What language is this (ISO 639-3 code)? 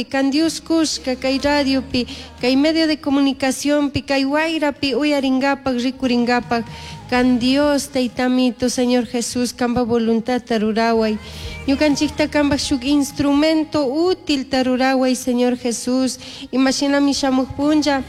qug